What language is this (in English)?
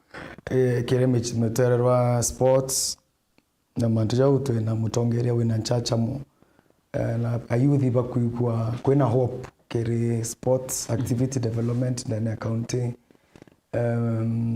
Meru